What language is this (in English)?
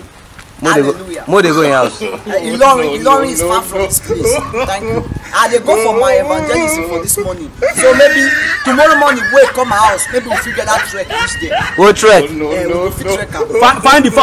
Nigerian Pidgin